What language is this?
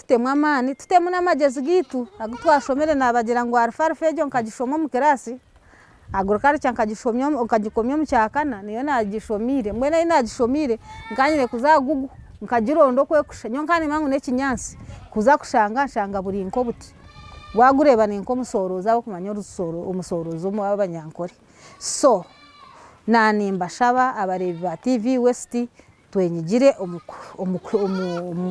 Nyankole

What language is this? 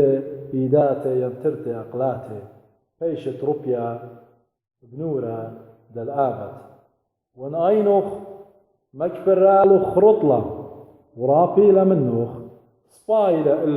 Assyrian Neo-Aramaic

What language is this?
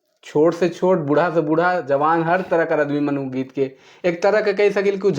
Sadri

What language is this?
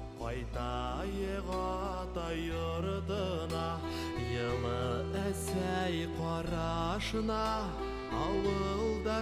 Bashkir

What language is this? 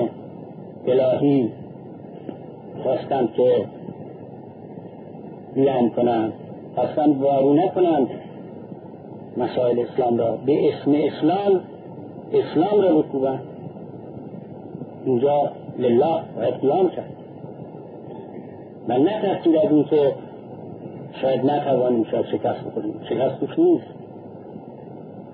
Persian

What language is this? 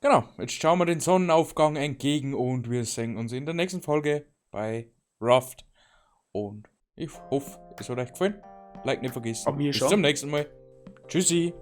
Bavarian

